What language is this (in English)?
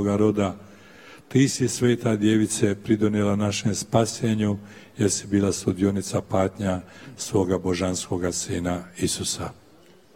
Croatian